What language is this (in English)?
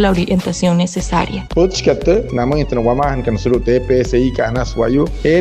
Wayuu